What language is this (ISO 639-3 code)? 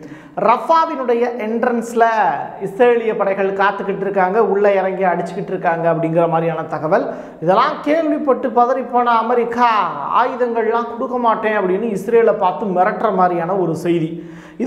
tam